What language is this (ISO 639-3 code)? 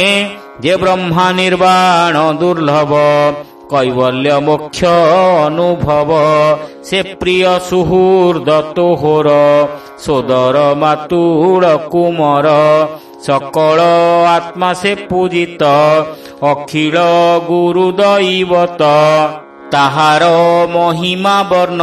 ori